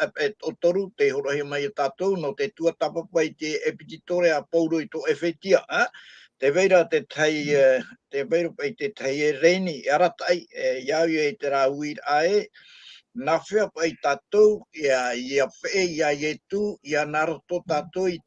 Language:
Tahitian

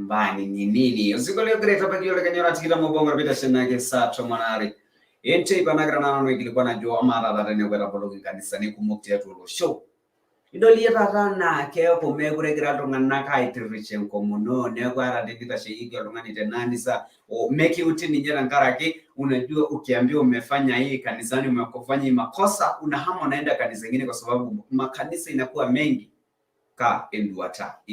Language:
Masai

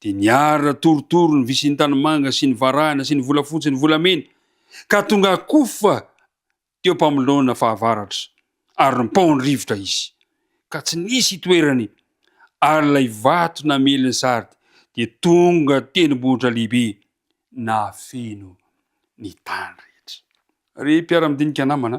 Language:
Malagasy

